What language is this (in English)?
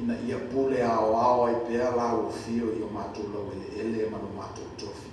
Samoan